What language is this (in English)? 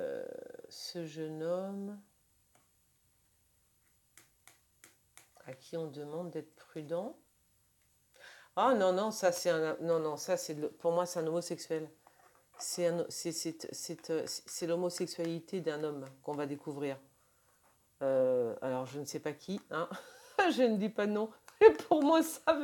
French